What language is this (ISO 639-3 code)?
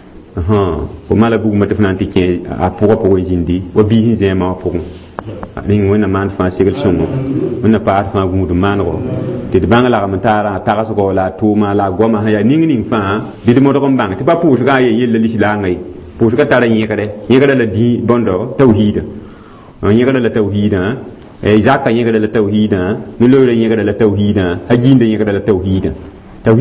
mos